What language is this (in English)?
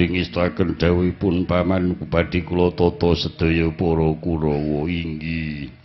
Javanese